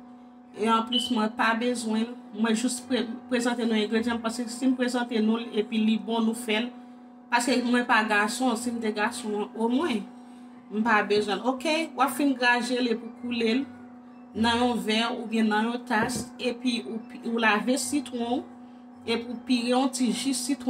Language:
Haitian Creole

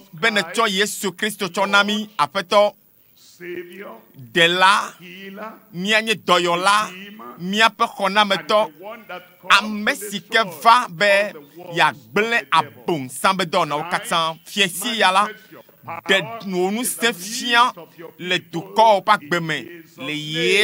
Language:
Ewe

